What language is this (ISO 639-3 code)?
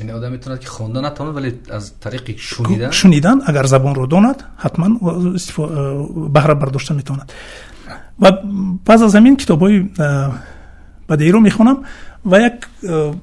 tgk